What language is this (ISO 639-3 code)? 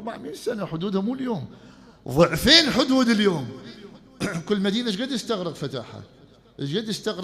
acm